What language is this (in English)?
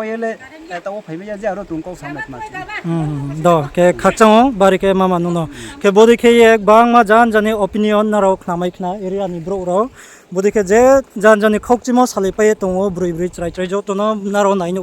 Riang (India)